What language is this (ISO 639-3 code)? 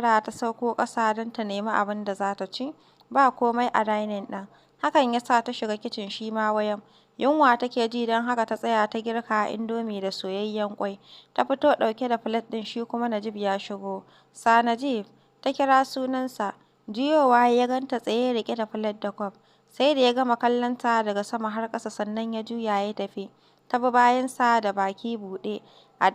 hau